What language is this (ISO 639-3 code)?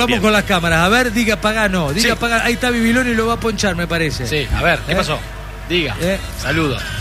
spa